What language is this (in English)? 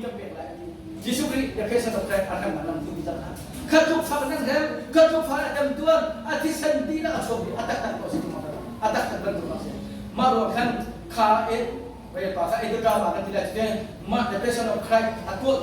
Hakha Chin